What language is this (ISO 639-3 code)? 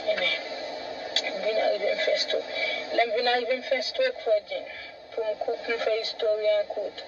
hat